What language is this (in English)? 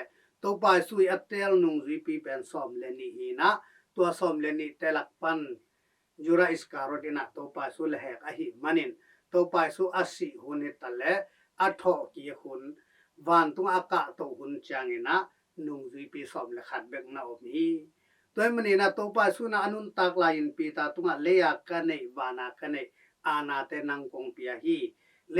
Tedim Chin